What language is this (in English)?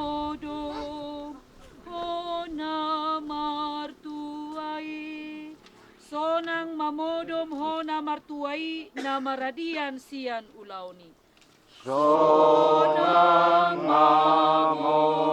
Batak Toba